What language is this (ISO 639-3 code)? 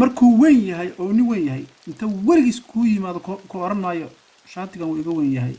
som